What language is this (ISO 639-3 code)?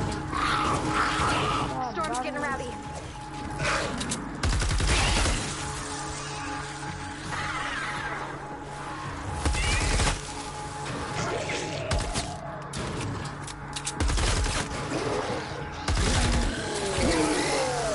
bul